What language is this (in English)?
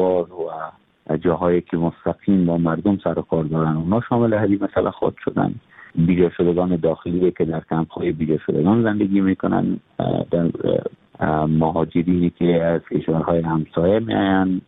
Persian